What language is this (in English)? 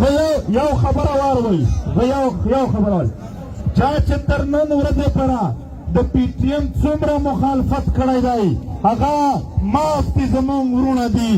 Pashto